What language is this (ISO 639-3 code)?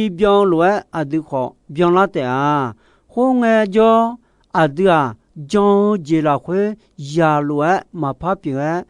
ahk